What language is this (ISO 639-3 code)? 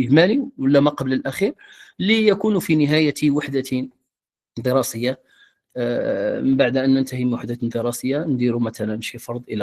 ary